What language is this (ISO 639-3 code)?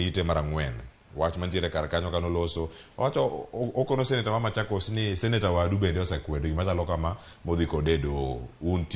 luo